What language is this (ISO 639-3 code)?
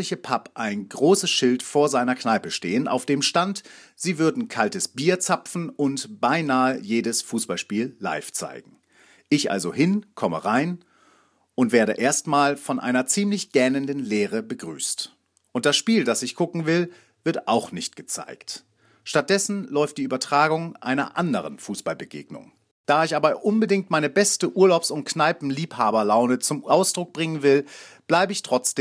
deu